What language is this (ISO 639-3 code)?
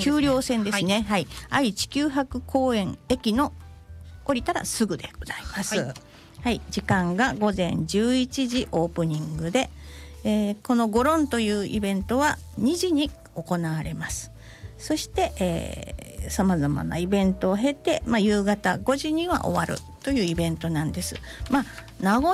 jpn